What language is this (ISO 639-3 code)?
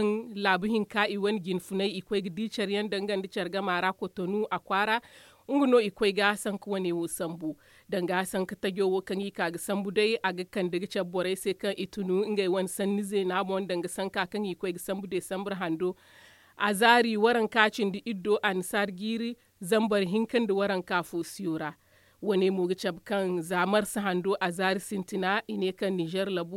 dje